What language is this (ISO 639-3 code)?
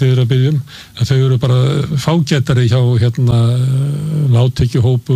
isl